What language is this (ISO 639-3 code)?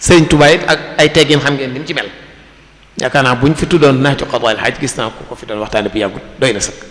wol